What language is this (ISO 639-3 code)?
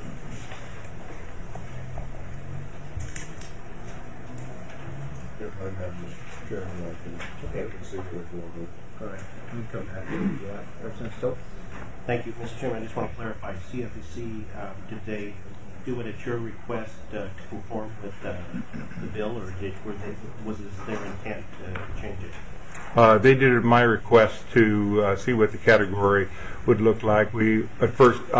eng